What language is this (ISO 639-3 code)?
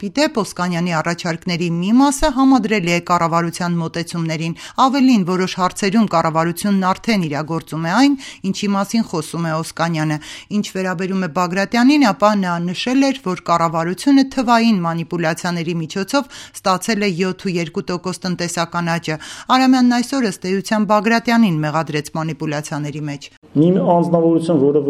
hye